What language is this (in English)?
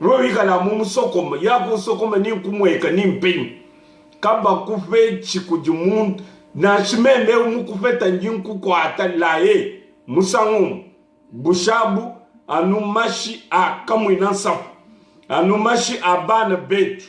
Luba-Lulua